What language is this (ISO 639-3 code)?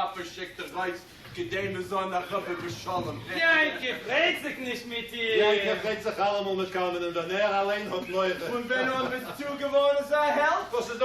yid